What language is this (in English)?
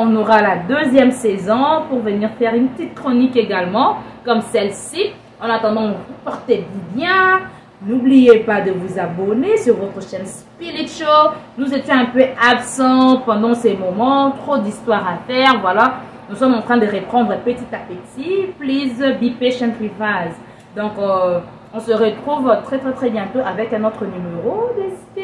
French